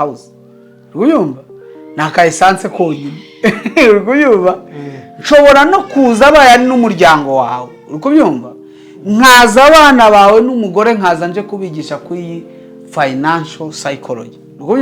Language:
Kinyarwanda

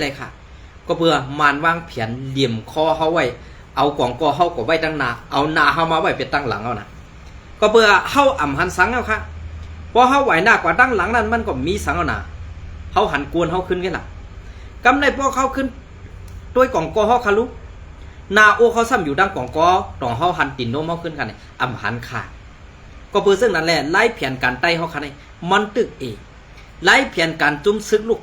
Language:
Shan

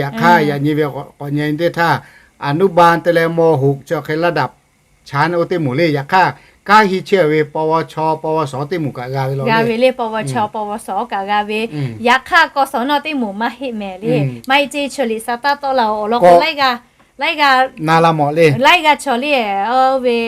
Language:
Lahu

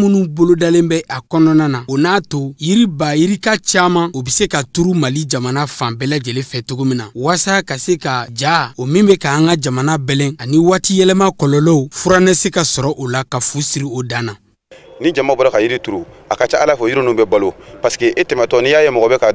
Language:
Bambara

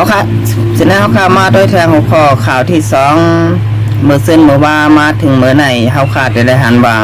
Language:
Shan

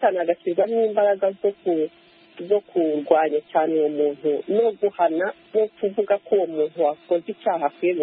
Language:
Kinyarwanda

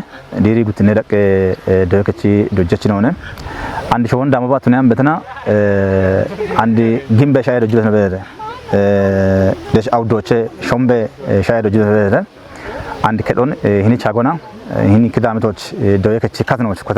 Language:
Kafa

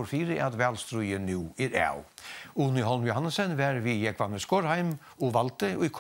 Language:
Faroese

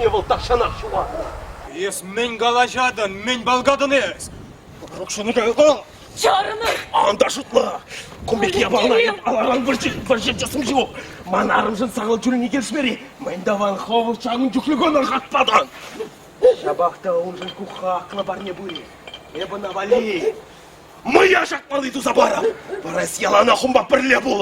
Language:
Chuvash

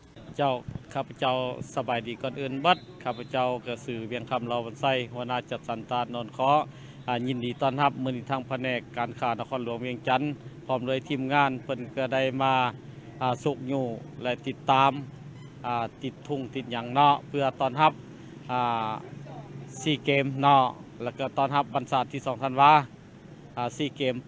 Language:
Lao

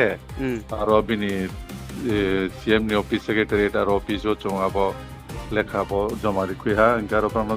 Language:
Riang (India)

